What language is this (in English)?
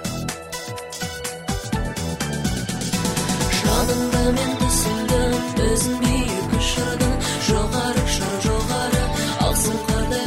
Kazakh